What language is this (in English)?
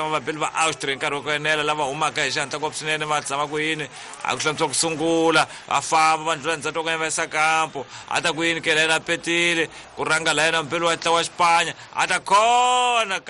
Tsonga